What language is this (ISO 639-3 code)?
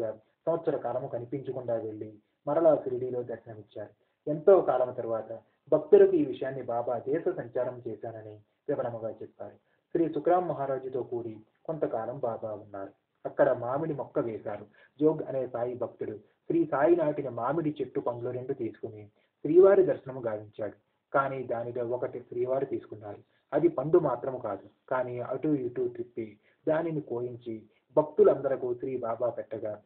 tel